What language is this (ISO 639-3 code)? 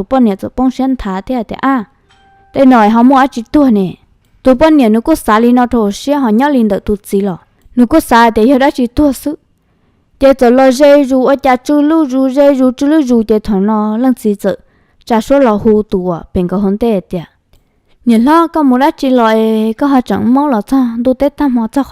hmn